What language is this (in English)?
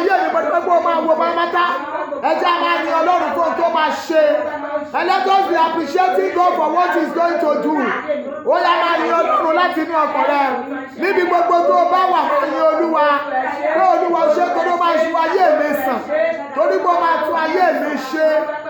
Yoruba